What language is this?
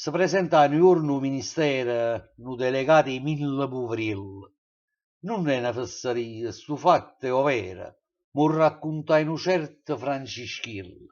Neapolitan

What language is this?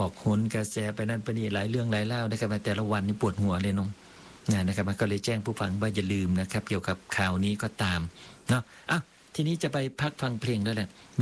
Thai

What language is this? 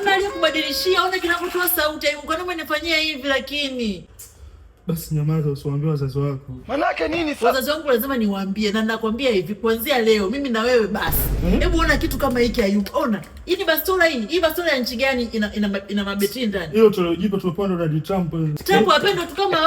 Swahili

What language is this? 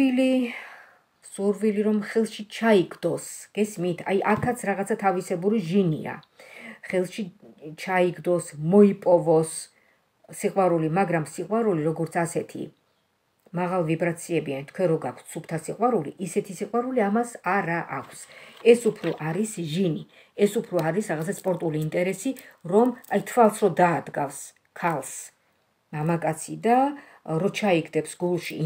Georgian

